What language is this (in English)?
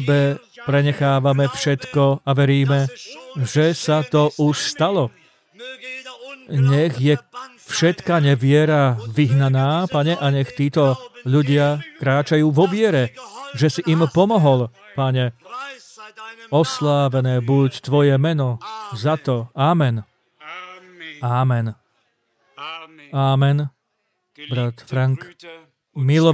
Slovak